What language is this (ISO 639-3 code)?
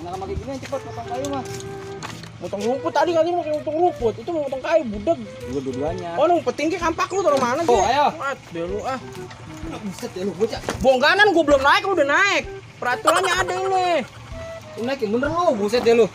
bew